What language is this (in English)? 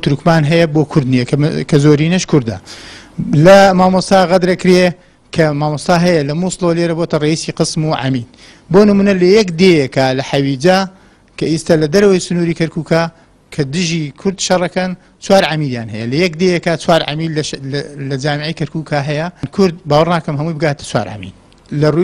Central Kurdish